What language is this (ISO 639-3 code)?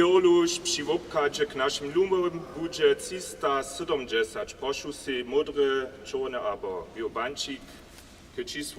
hsb